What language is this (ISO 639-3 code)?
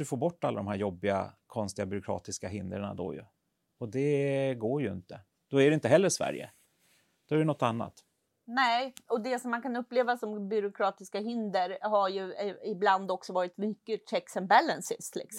swe